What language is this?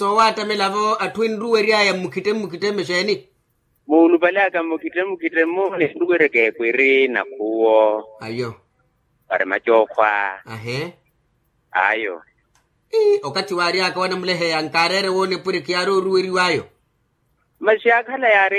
Makhuwa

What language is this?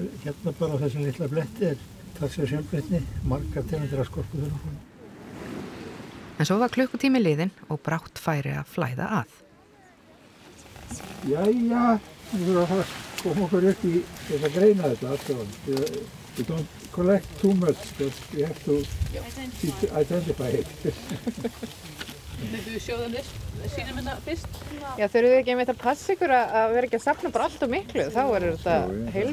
Icelandic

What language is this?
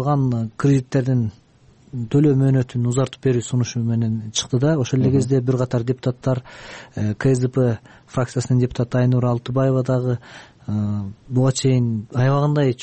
Kyrgyz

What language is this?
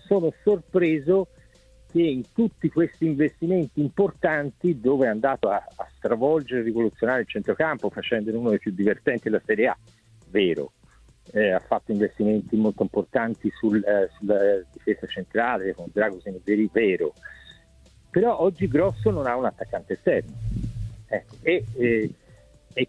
Italian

